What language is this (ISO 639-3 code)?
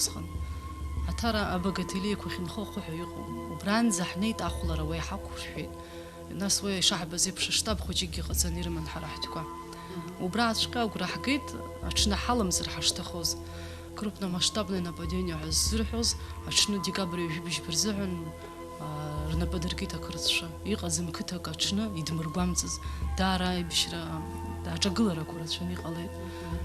abk